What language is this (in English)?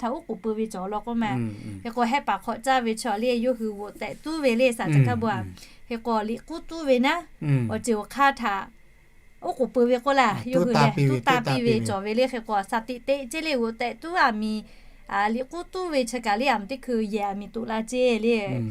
Lahu